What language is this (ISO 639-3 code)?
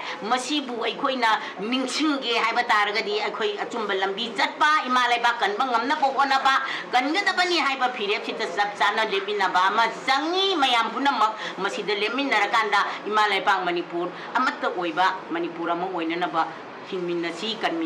mni